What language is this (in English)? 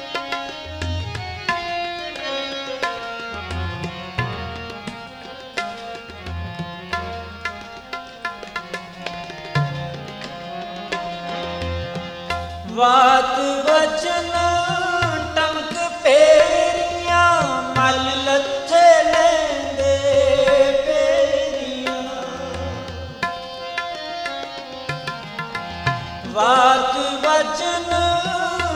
Punjabi